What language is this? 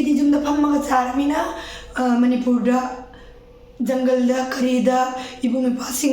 Manipuri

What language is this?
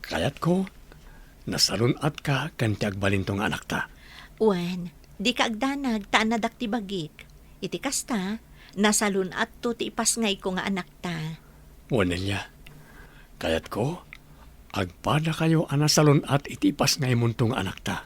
Iloko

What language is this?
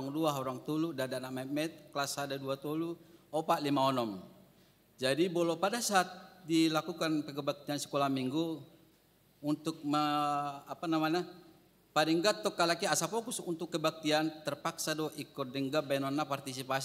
Batak Toba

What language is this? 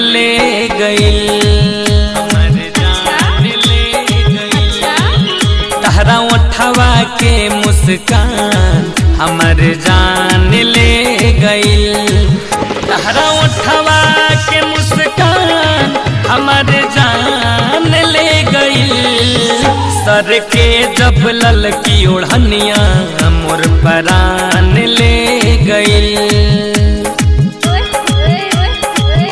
Bhojpuri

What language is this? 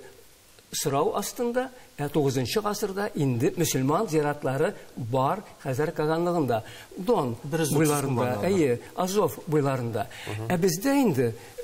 Tatar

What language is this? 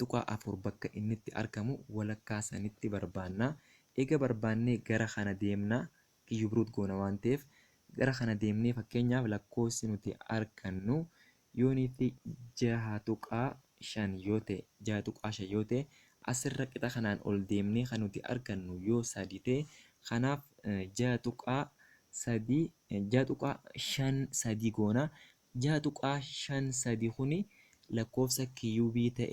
Oromo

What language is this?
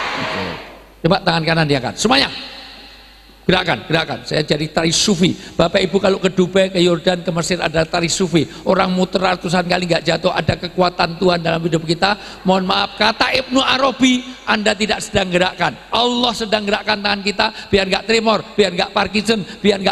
Indonesian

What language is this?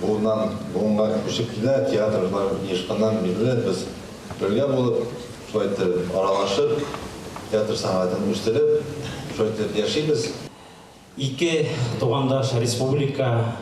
Tatar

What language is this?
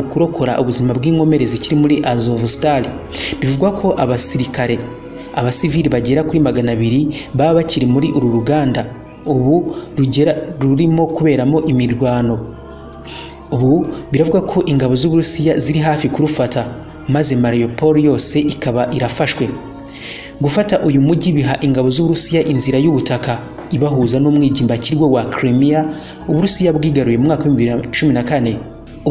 Kinyarwanda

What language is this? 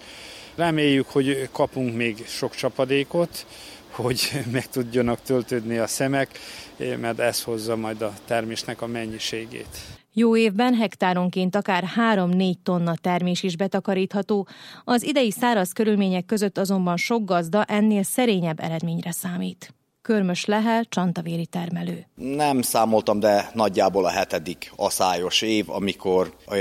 Hungarian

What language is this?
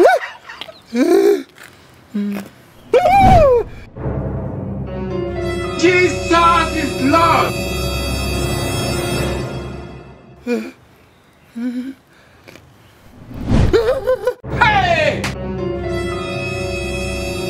Kinyarwanda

